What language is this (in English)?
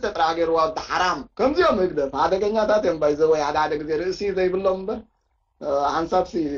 Tigrinya